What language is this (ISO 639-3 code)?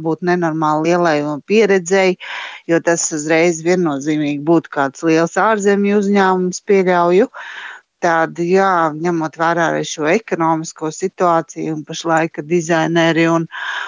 lav